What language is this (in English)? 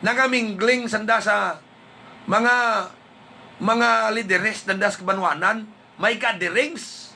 Hiligaynon